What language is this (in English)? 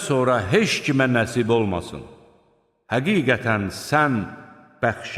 Azerbaijani